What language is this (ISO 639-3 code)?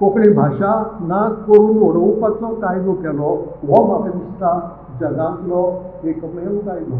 kok